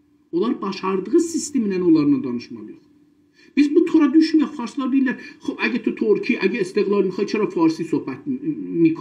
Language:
South Azerbaijani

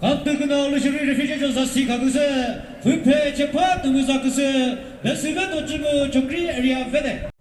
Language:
Chokri Naga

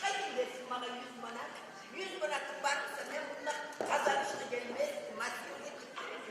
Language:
Kumyk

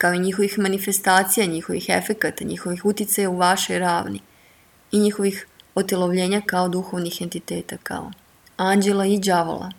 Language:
Serbian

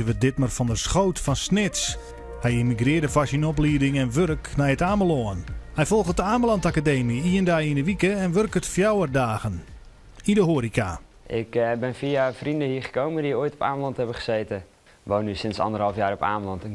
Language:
Western Frisian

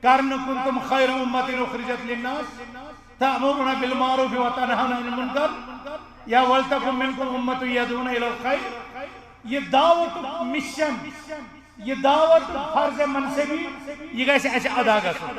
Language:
Kashmiri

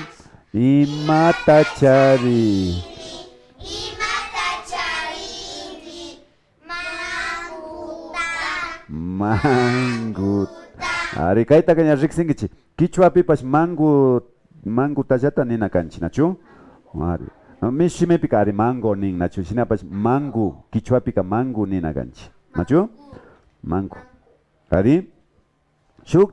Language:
Imbabura Highland Quichua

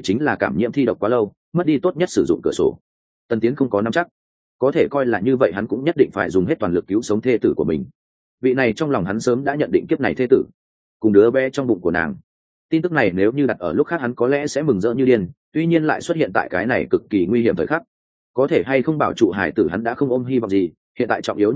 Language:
Vietnamese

